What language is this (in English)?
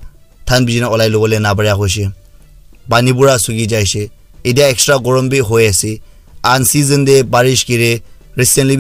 Naga Pidgin